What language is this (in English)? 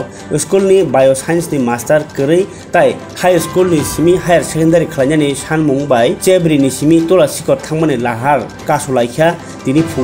Kok Borok